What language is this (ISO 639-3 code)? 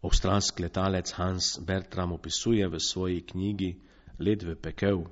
slv